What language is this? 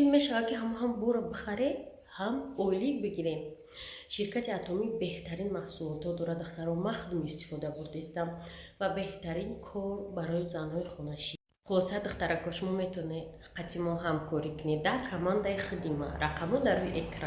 Tajik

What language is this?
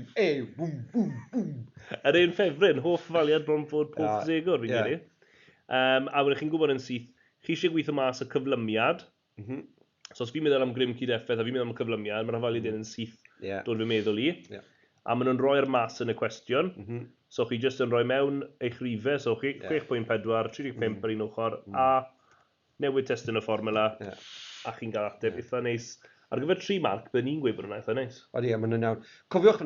Welsh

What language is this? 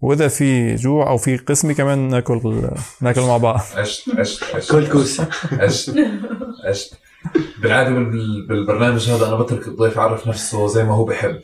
North Levantine Arabic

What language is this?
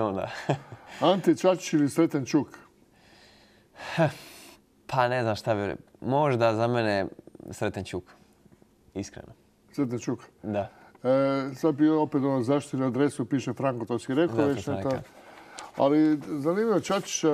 Croatian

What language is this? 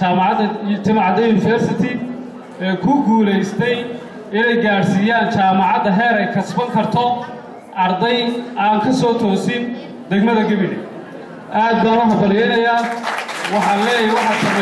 Somali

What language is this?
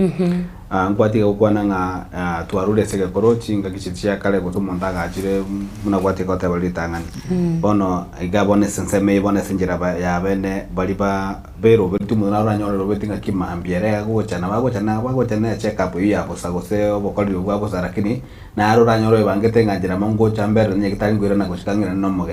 Gusii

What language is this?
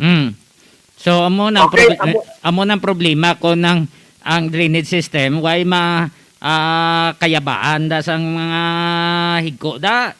Hiligaynon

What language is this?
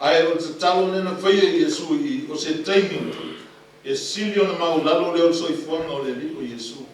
Samoan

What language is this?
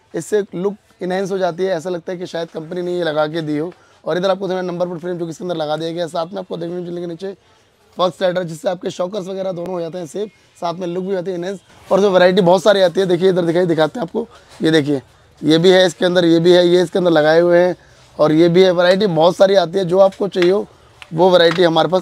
Hindi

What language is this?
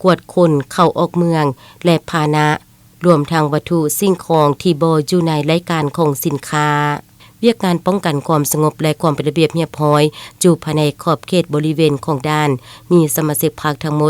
Lao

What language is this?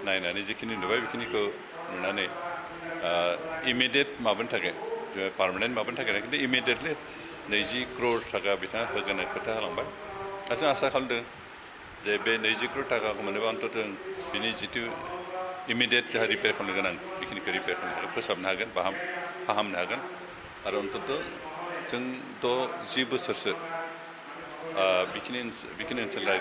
Bodo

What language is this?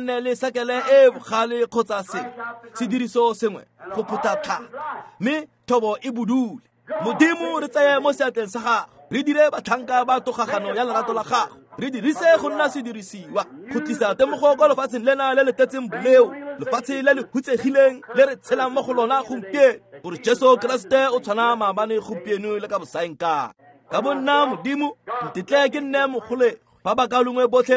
Tswana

